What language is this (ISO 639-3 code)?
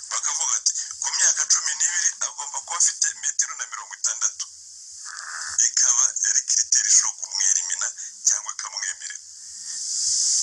kin